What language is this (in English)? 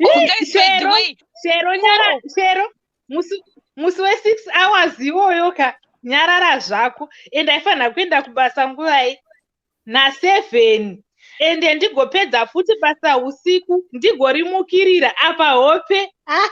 Shona